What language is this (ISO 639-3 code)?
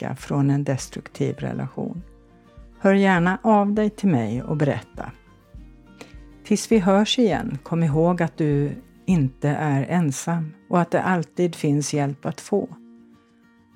swe